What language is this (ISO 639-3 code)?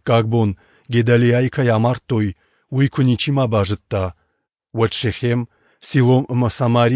oss